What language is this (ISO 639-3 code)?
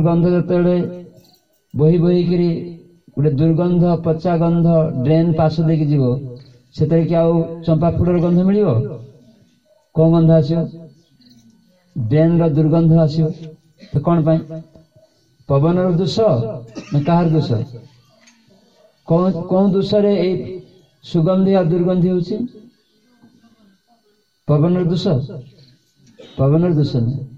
ori